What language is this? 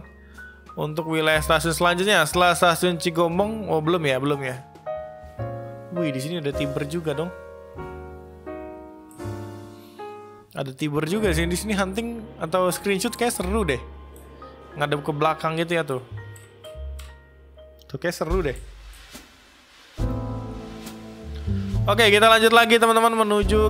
Indonesian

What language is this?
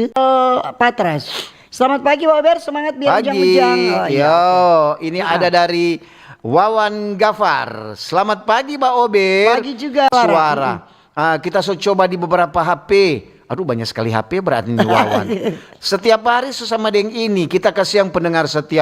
Manado Malay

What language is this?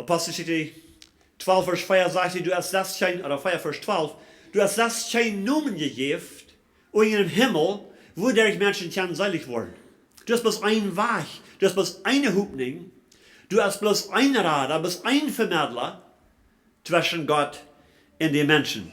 Plautdietsch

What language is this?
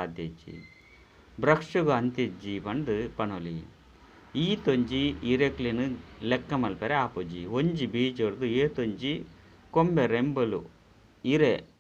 Tulu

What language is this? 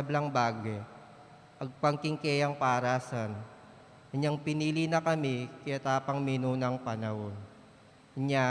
Pampanga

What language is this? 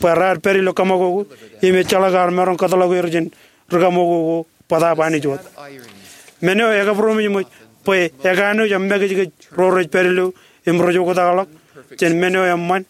Marshallese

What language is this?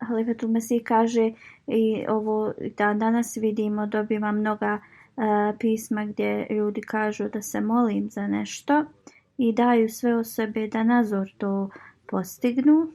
Bosnian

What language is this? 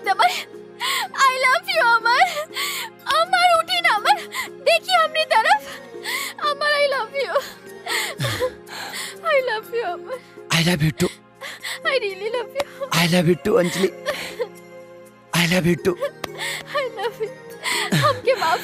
Bhojpuri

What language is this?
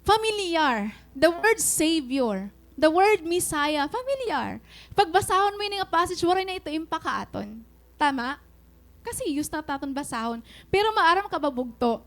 Waray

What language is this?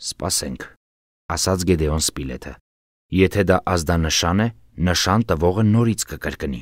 Armenian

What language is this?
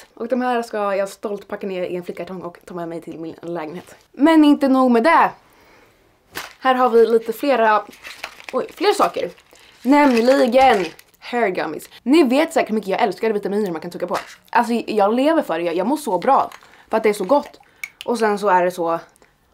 Swedish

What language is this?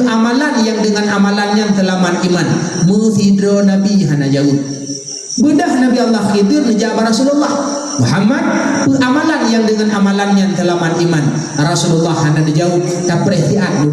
Achinese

